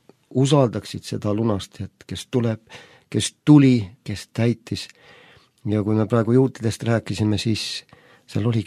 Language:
Estonian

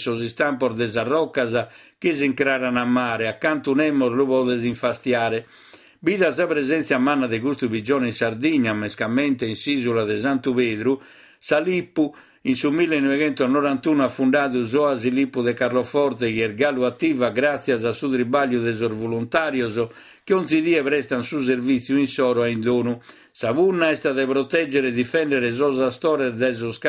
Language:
Sardinian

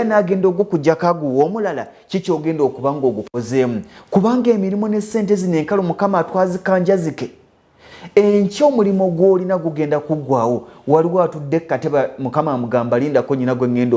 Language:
Ganda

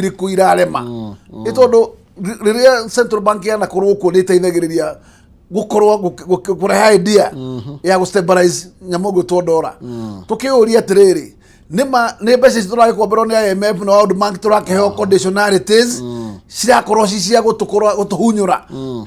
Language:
Kikuyu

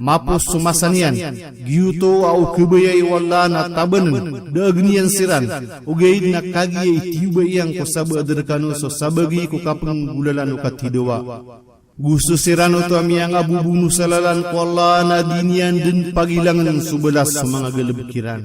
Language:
Maranao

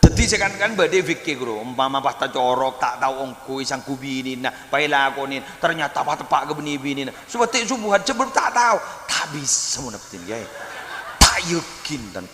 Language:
Madurese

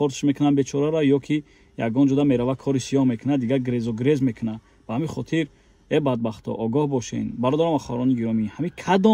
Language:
Tajik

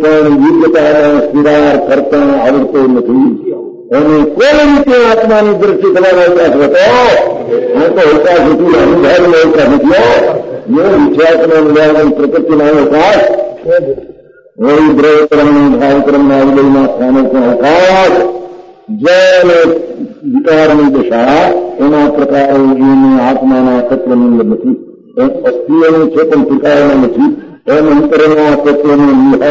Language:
Gujarati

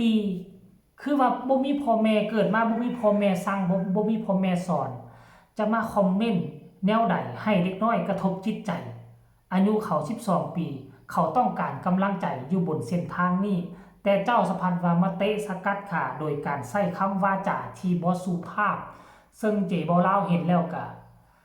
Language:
Northeastern Thai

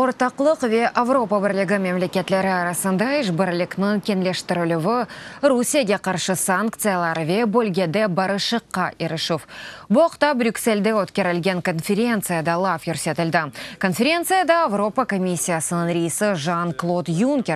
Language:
Crimean Tatar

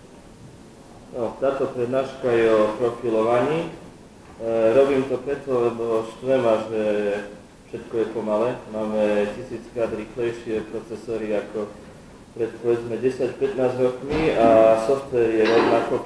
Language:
Slovak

